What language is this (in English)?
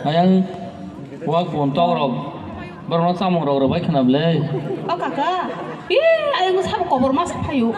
Kok Borok